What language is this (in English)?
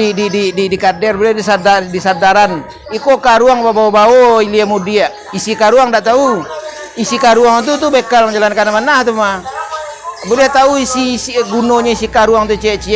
Minangkabau